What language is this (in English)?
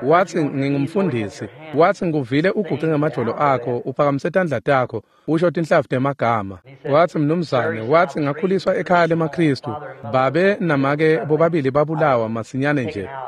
Swati